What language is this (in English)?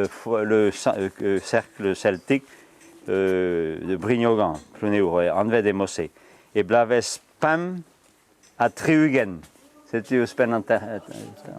Breton